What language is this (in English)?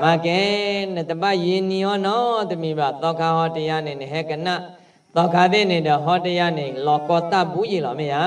S'gaw Karen